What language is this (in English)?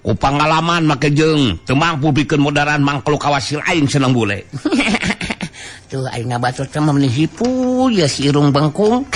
Sundanese